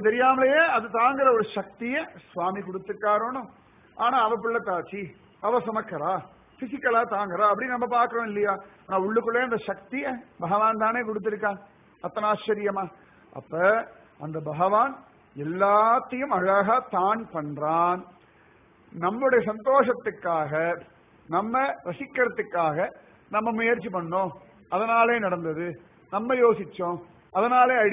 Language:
Tamil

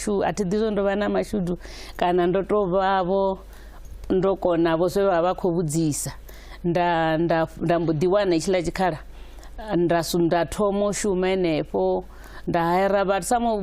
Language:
Venda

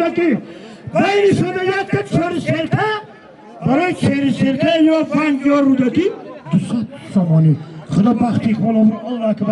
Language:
Tajik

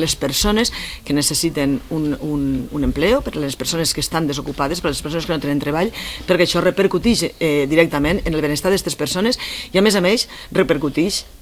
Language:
Catalan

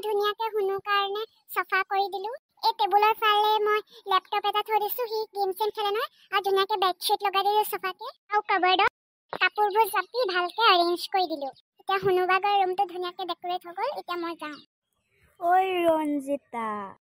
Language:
Assamese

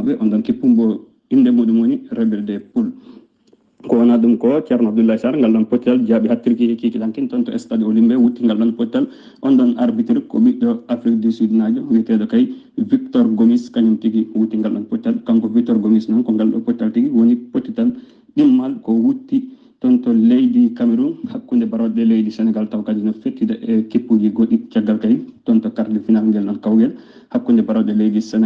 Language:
Fula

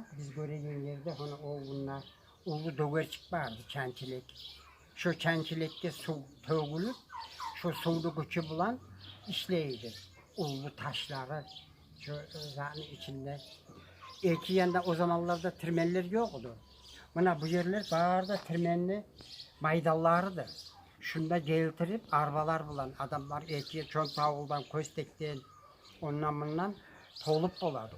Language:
Kumyk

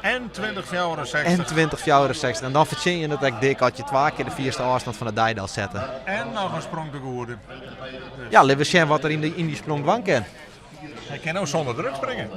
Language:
Western Frisian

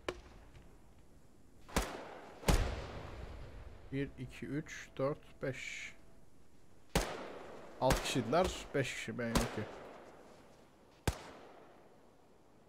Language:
Turkish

